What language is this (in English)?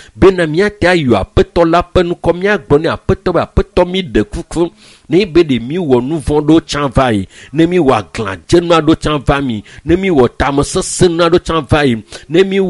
Ewe